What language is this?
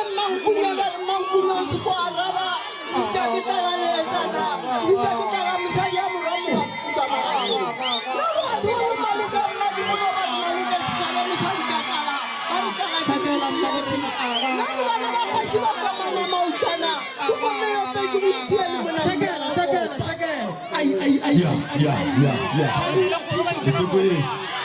Northern Sotho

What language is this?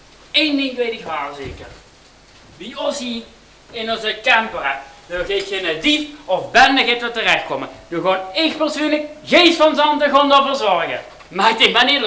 Limburgish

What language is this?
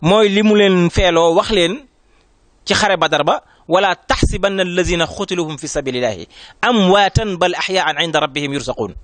Wolof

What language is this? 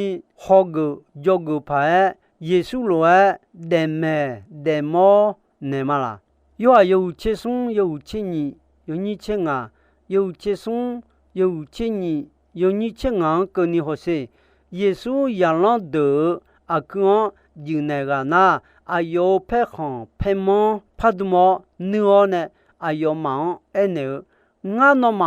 Akha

